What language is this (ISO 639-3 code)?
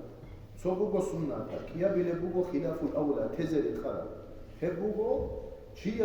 ava